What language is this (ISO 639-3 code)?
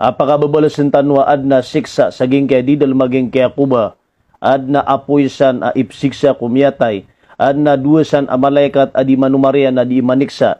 mrw